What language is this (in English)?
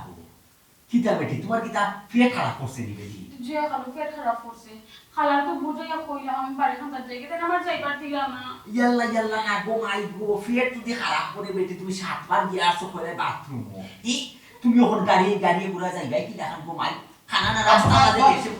Sylheti